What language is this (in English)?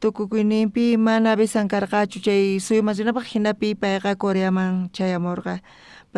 South Bolivian Quechua